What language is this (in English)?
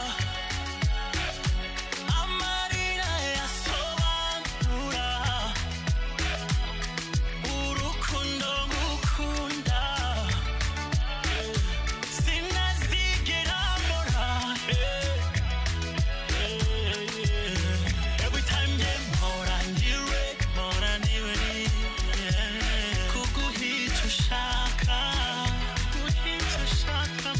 Kinyarwanda